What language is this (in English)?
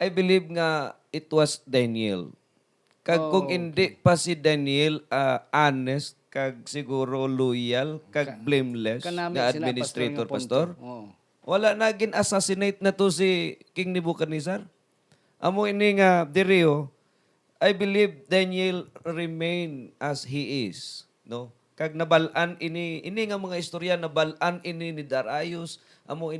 Hiligaynon